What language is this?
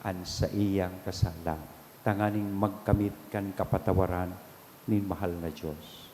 Bikol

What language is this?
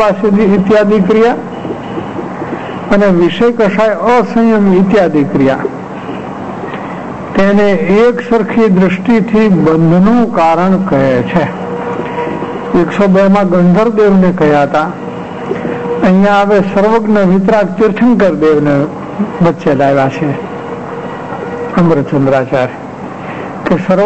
Gujarati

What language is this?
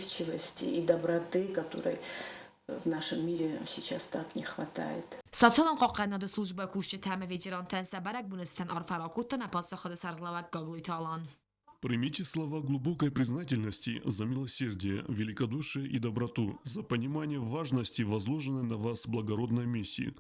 Ossetic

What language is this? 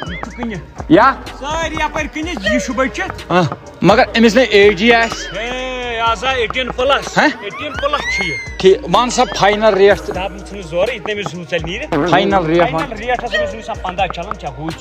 Kashmiri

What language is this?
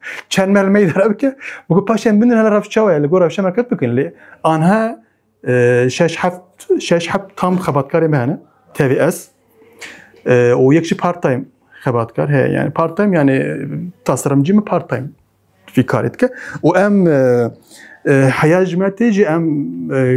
Kurdish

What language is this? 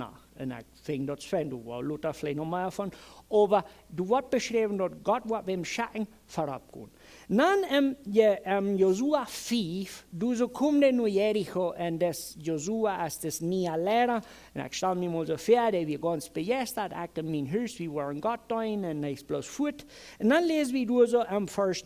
Plautdietsch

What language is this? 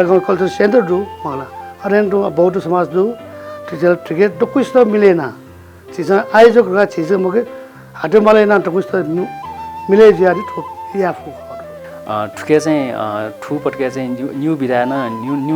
Newari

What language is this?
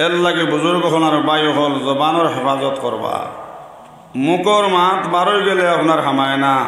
Sylheti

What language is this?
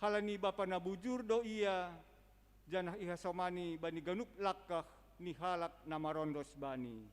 Batak Simalungun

